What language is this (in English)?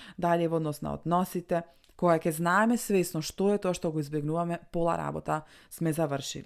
Macedonian